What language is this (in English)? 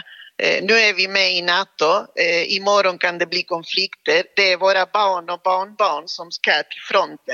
Swedish